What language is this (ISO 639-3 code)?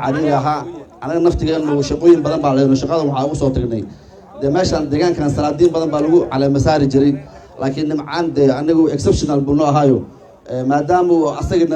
som